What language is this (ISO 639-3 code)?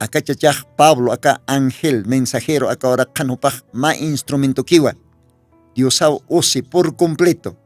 aym